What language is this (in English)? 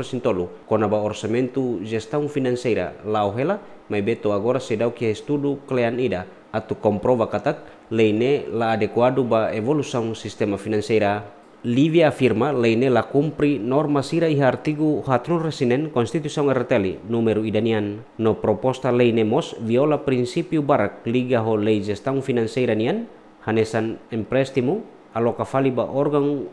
Tetum